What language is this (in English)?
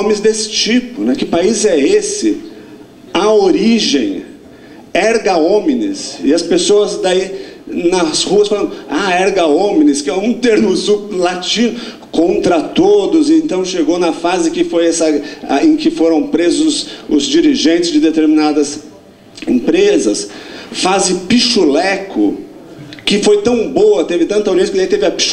Portuguese